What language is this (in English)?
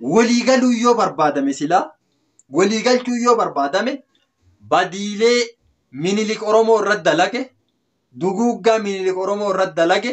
Oromo